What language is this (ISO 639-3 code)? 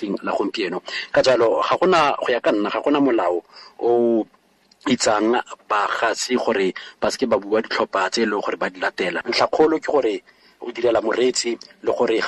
tsn